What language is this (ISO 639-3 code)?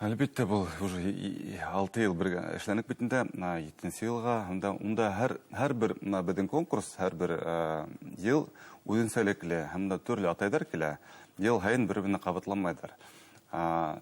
bak